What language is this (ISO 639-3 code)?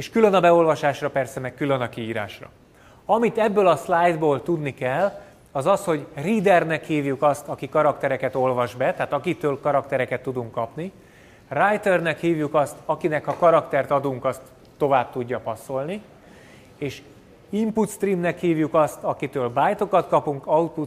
hun